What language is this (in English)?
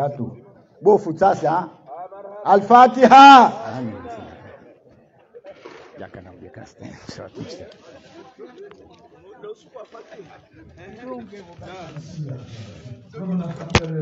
Swahili